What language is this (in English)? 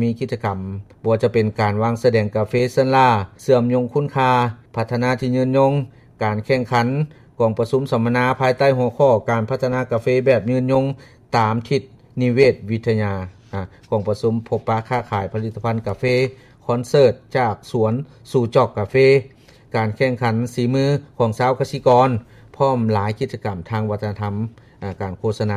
Lao